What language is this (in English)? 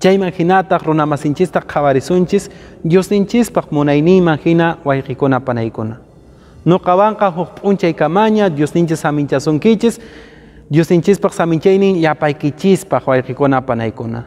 Quechua